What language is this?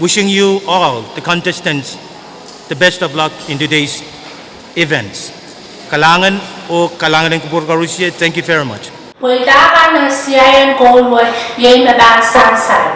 Pohnpeian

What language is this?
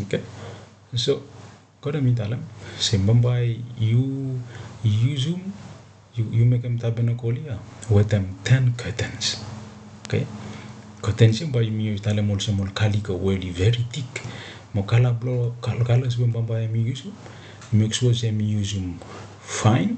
Bislama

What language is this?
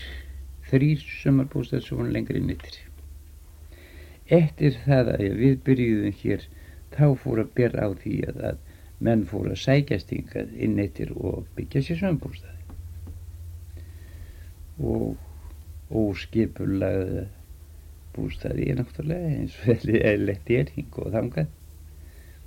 Icelandic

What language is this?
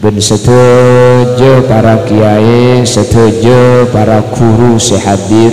Madurese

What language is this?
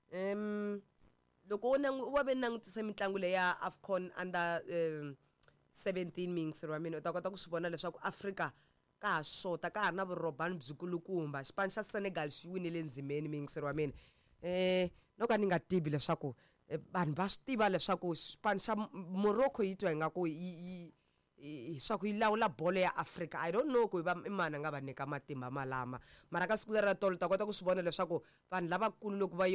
Tsonga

